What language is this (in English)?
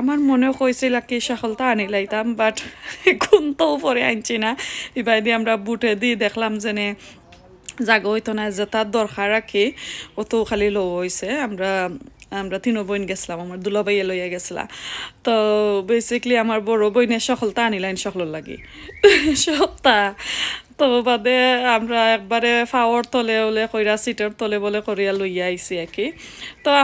Sylheti